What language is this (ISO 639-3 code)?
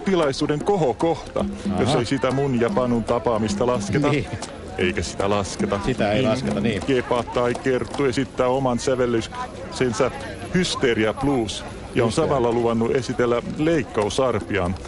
fin